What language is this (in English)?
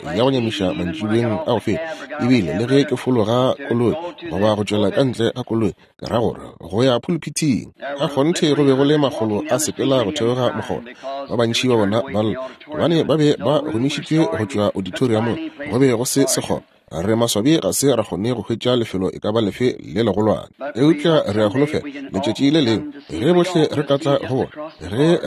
Northern Sotho